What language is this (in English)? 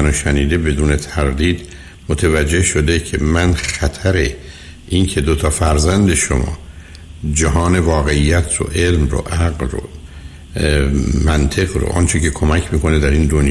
Persian